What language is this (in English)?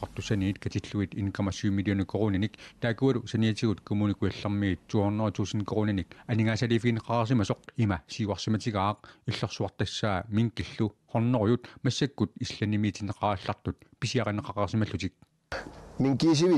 Kalaallisut